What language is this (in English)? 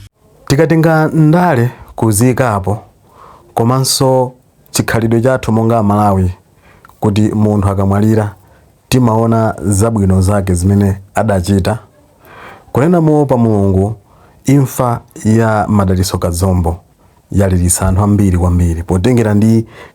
Nyanja